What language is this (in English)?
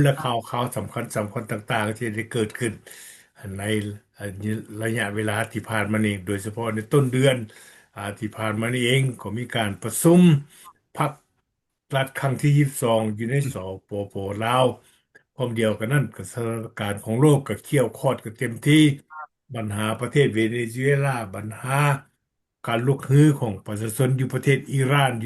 Lao